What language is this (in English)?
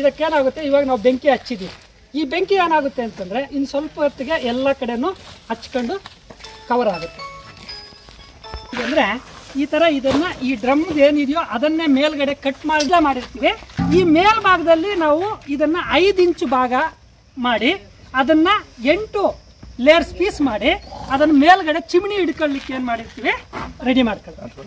Kannada